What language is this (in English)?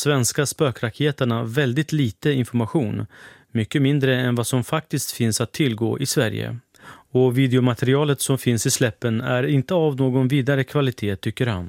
Swedish